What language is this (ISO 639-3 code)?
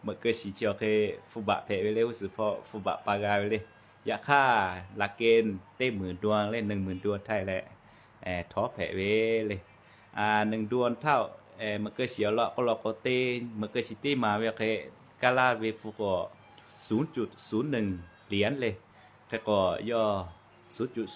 lhu